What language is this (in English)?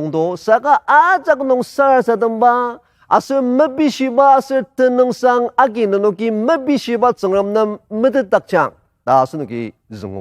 Ao Naga